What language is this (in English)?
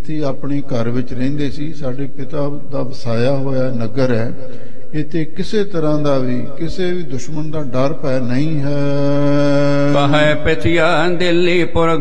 Punjabi